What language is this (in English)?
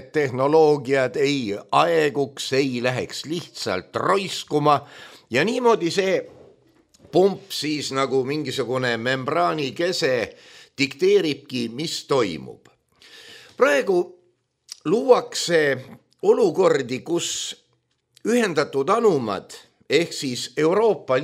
Estonian